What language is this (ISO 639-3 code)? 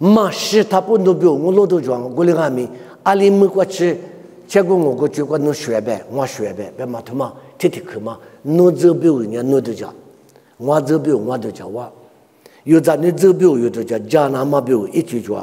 lis